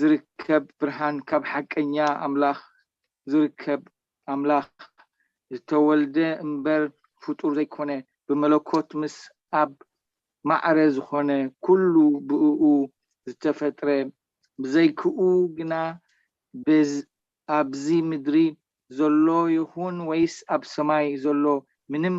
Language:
Tigrinya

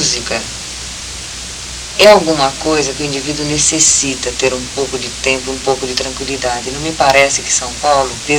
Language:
Portuguese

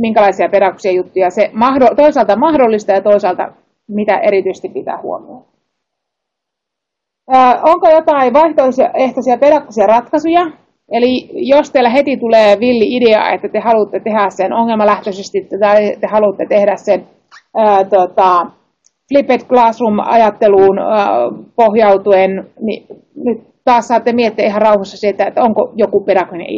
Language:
Finnish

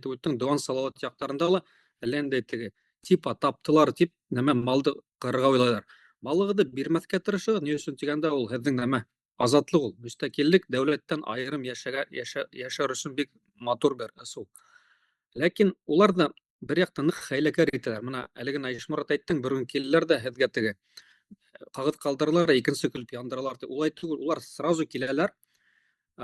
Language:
Bashkir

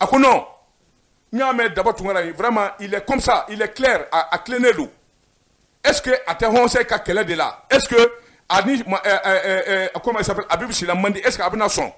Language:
Bambara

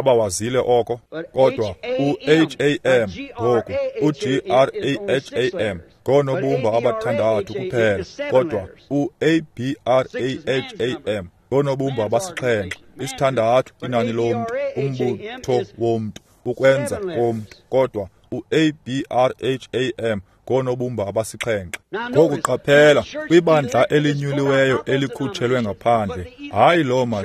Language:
Xhosa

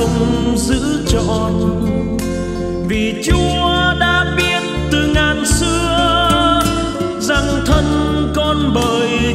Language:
Vietnamese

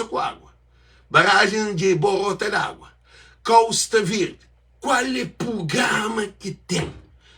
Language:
Kabuverdianu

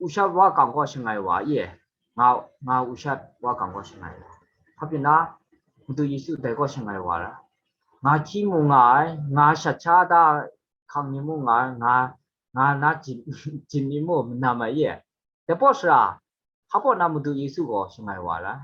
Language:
Kachin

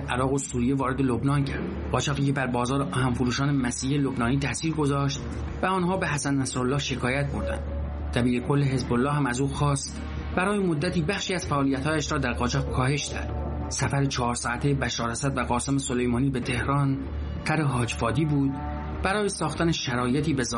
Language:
Persian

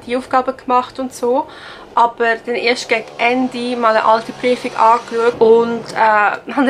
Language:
Swiss German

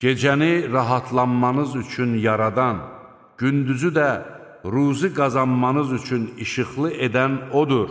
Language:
Azerbaijani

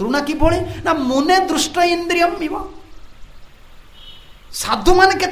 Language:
Odia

